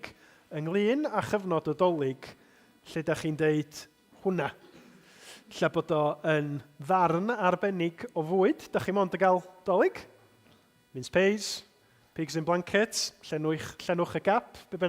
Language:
Welsh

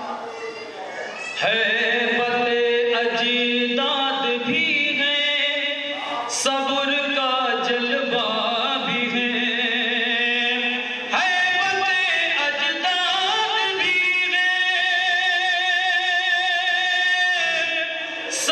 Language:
Urdu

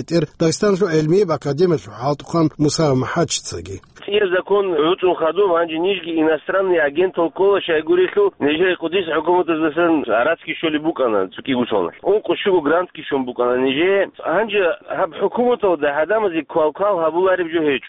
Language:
Avaric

